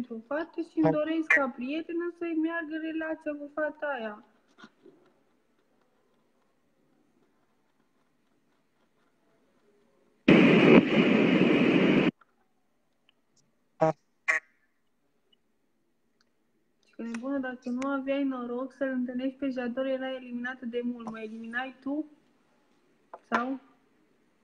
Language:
Romanian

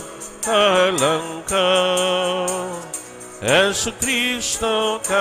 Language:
Bikol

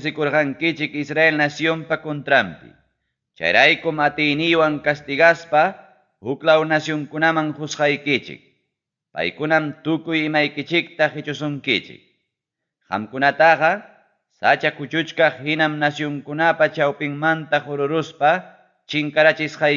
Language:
Ayacucho Quechua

